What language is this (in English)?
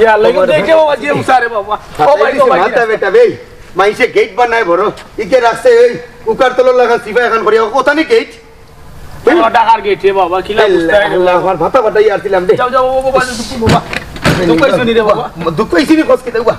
Sylheti